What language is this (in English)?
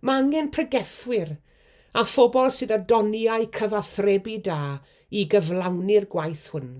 Welsh